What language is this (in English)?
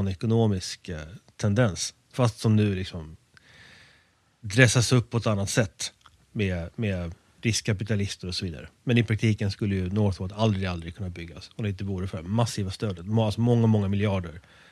Swedish